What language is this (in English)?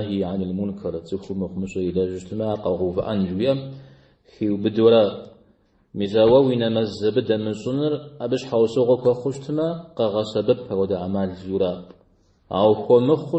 Kabardian